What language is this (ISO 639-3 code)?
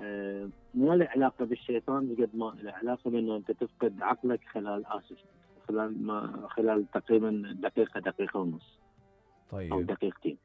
acm